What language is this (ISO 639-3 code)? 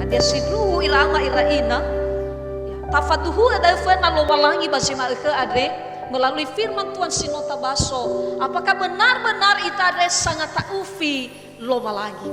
nia